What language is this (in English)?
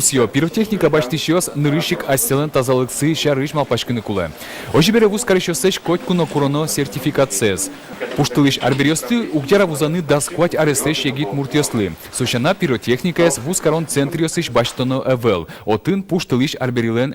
Udmurt